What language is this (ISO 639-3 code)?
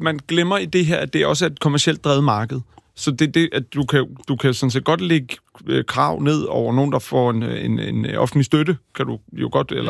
dan